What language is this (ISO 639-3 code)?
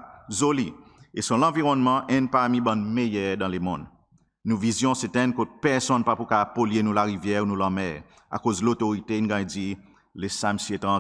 crs